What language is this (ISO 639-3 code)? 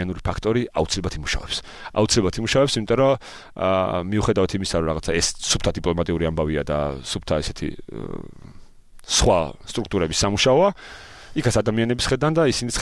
kat